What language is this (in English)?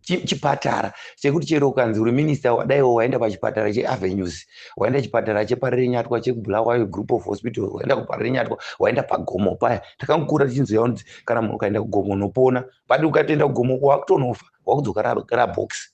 Shona